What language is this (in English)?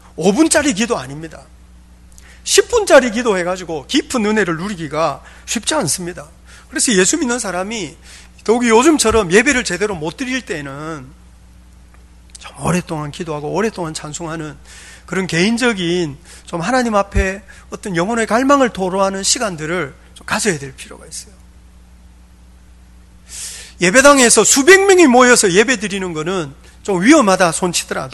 Korean